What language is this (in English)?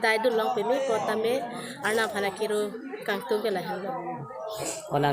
Karbi